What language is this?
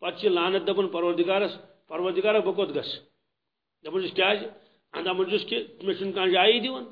Kashmiri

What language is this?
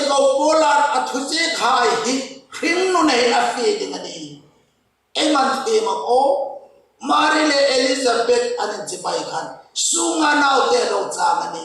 Hmar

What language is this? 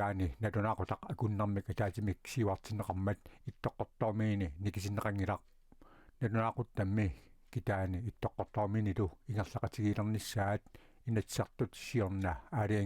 Kalaallisut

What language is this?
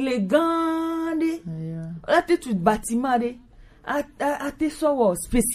Gen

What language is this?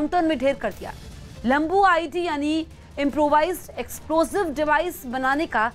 Hindi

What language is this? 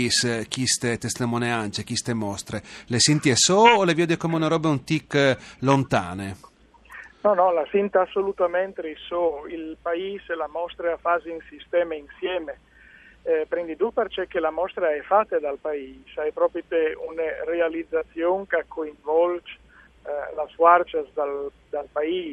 Friulian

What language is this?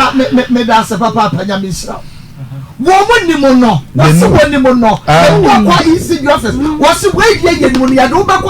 Akan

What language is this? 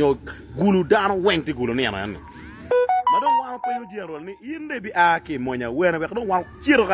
Acoli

